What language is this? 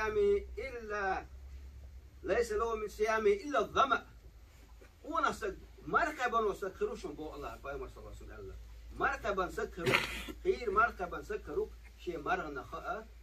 Chechen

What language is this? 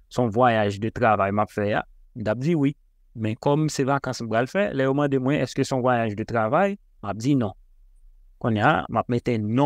Haitian Creole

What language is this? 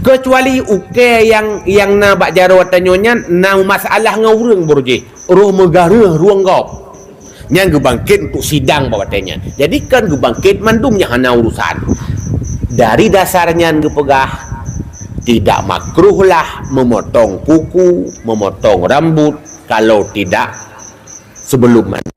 Achinese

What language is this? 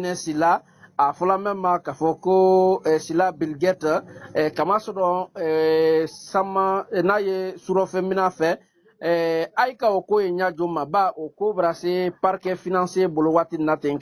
Bambara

